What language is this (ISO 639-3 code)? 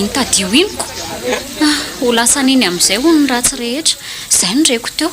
mlg